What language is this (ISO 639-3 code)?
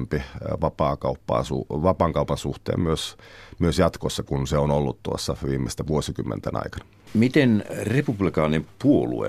fin